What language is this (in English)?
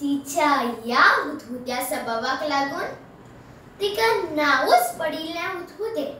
Konkani